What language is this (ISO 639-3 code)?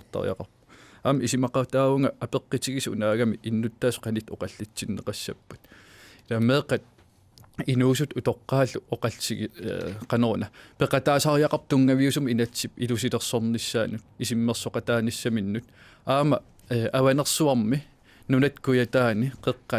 kal